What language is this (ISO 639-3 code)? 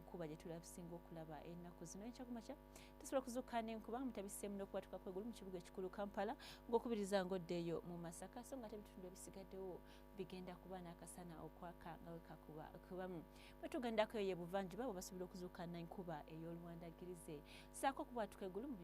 lug